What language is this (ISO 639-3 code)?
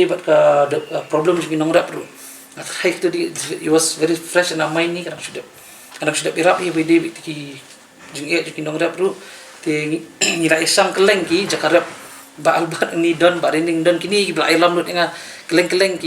kha